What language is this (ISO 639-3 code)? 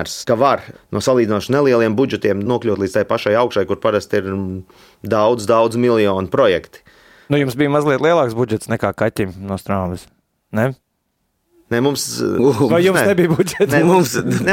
lav